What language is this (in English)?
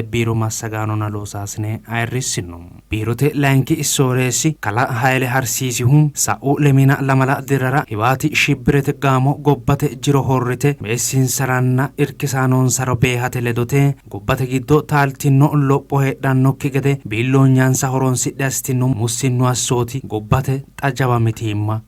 Sidamo